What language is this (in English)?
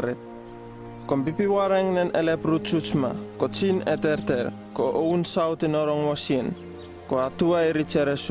Uripiv-Wala-Rano-Atchin